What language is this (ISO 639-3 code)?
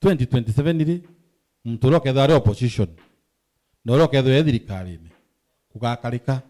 mer